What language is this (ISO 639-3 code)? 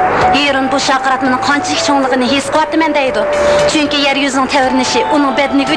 uig